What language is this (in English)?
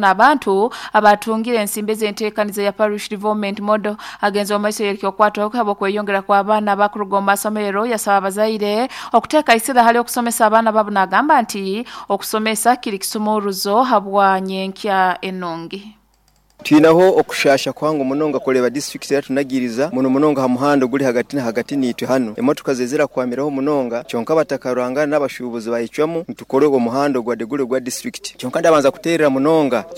Nyoro